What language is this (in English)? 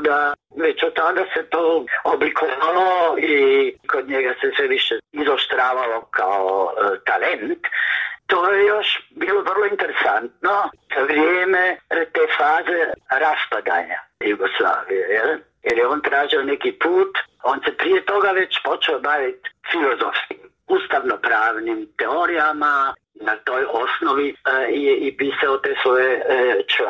Croatian